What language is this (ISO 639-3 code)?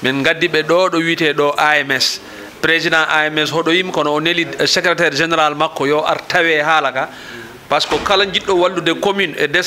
ful